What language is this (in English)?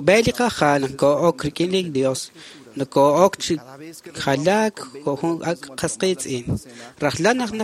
Kekchí